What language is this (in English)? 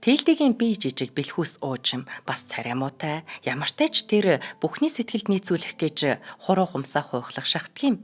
Mongolian